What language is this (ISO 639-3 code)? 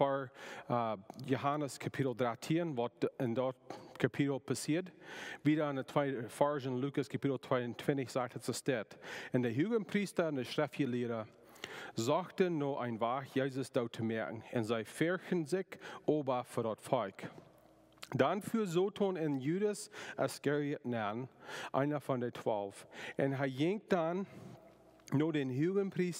pdt